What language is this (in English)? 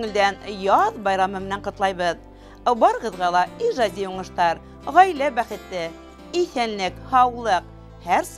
Bashkir